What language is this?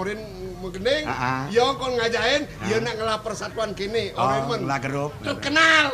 Balinese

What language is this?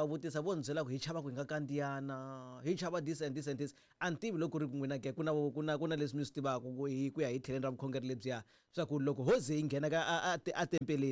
Tsonga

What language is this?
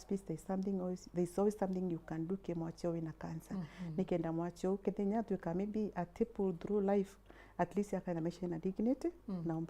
Meru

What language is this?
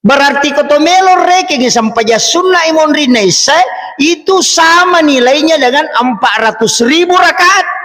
Buginese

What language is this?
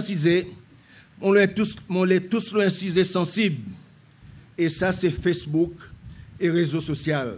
Seselwa Creole French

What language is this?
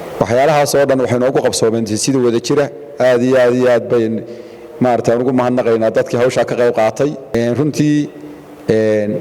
Somali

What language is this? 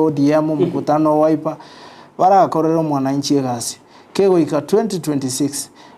Gusii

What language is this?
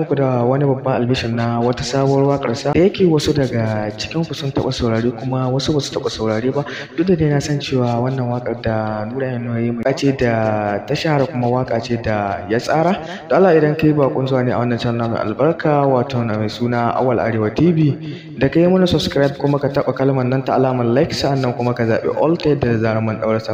Hausa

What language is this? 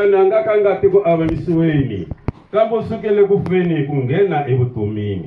Tsonga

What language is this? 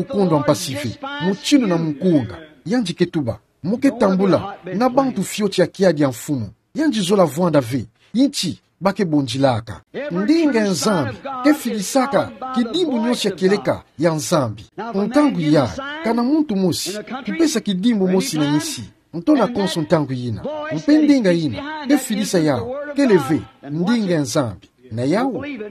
Kituba (Democratic Republic of Congo)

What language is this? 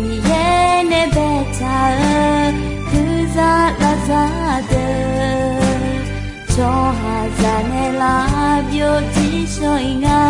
Akha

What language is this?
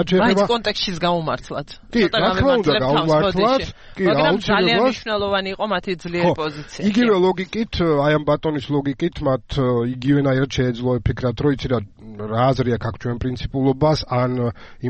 Georgian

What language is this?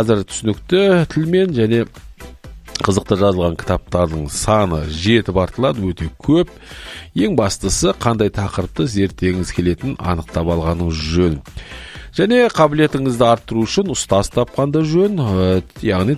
Kazakh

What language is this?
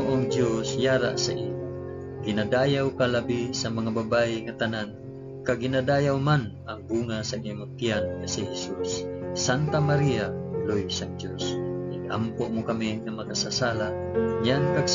Hiligaynon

